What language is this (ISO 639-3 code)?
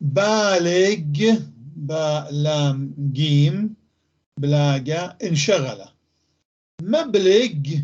apc